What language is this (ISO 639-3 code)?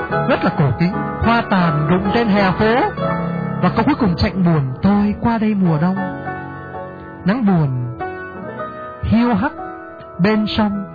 vie